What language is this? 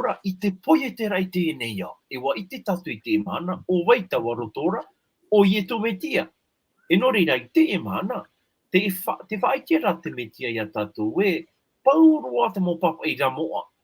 Tahitian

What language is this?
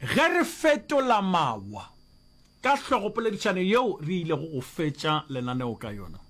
Northern Sotho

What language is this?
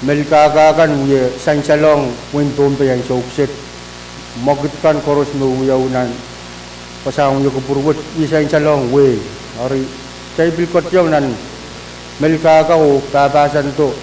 Pohnpeian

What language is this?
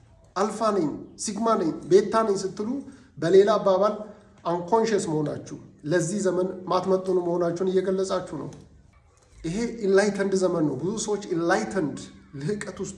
Amharic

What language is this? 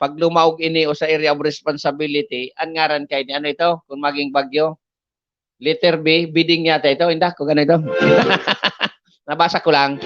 Bikol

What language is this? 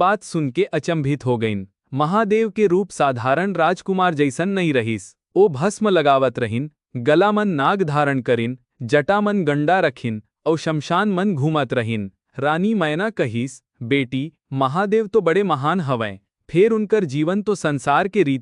Chhattisgarhi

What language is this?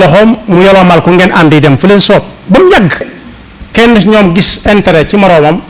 Wolof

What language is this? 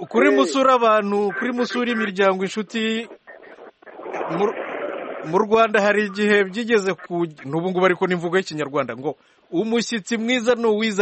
Kinyarwanda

